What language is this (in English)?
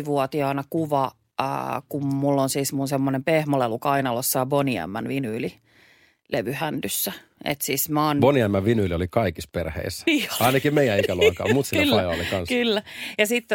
Finnish